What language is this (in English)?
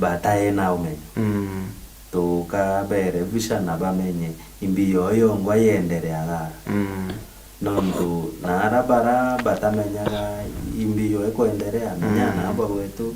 Meru